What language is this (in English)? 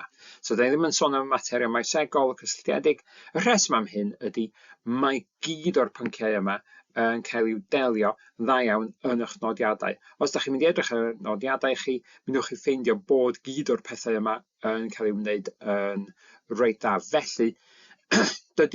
Welsh